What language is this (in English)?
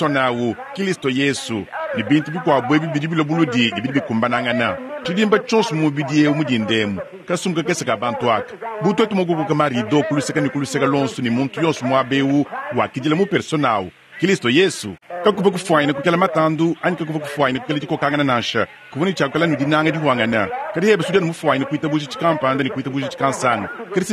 Luba-Lulua